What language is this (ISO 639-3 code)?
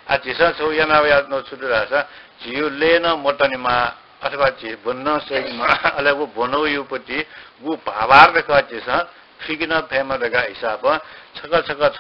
new